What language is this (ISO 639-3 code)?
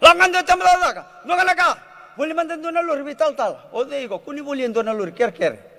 fij